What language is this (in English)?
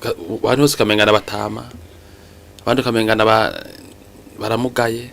Rundi